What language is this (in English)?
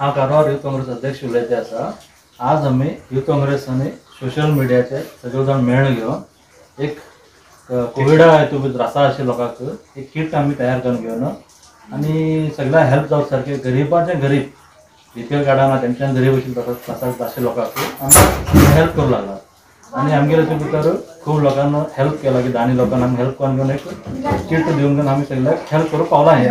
Konkani